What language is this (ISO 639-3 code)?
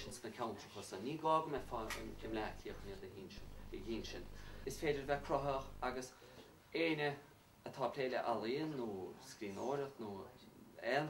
gle